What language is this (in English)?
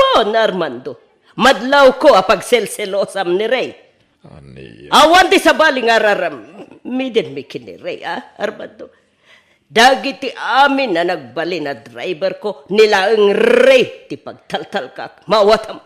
Iloko